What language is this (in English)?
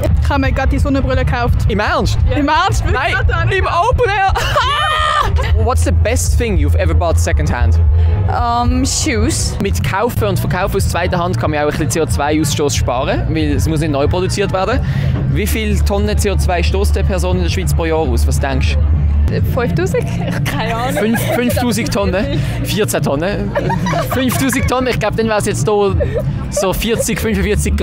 Swiss German